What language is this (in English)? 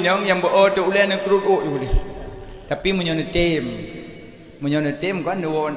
Achinese